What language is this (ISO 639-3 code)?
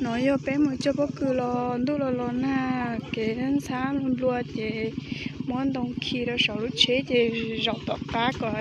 hmn